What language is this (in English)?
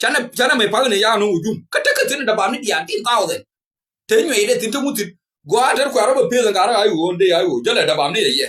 Nuer